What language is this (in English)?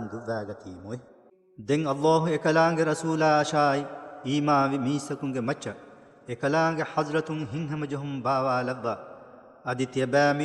Divehi